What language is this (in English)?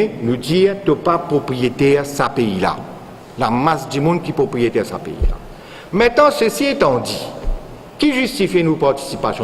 Morisyen